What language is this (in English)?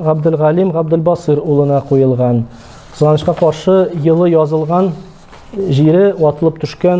Tatar